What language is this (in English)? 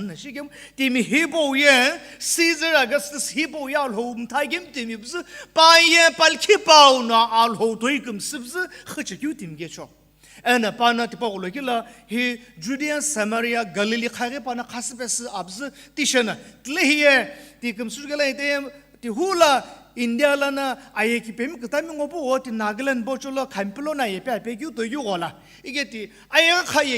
Sumi Naga